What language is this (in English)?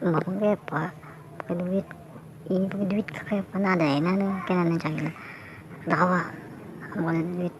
Banjar